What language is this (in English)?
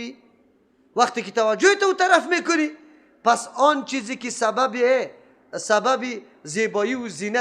Persian